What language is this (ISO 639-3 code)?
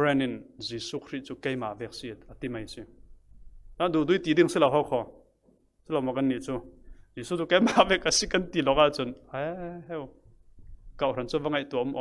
cfm